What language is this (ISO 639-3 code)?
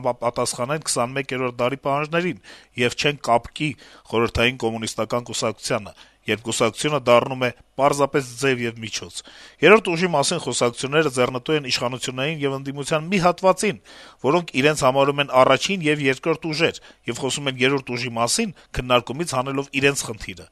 hye